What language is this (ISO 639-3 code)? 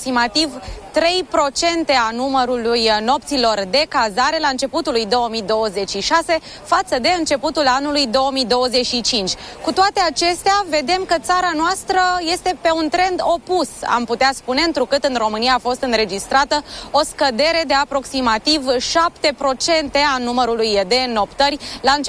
ron